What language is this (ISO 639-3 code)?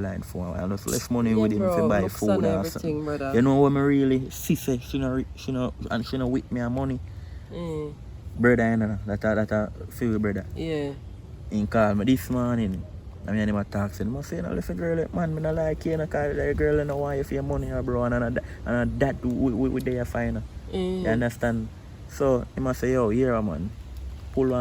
jam